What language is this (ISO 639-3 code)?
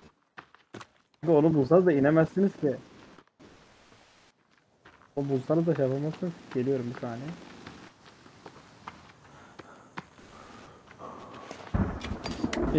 tur